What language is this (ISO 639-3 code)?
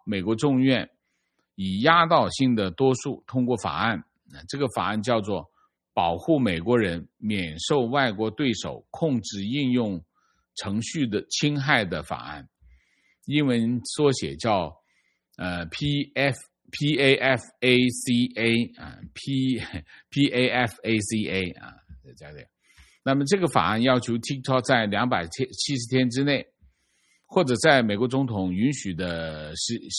zho